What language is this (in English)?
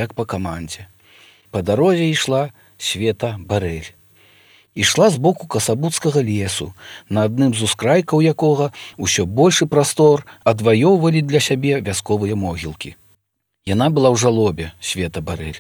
Belarusian